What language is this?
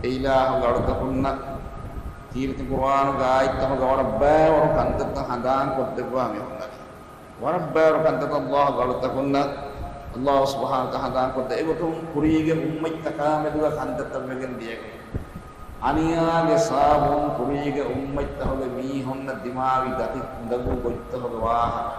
Divehi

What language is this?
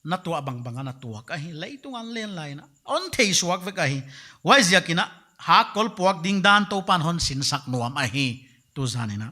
Paite Chin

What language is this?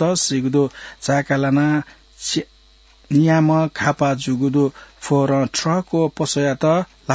Newari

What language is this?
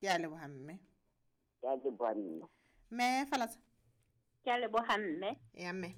Southern Sotho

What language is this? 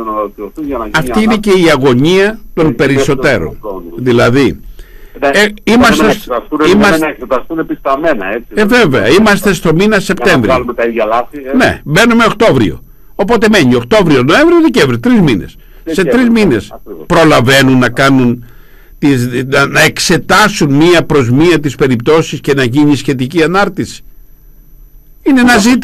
Greek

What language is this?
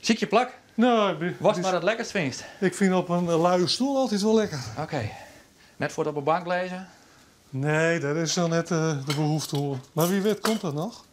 Western Frisian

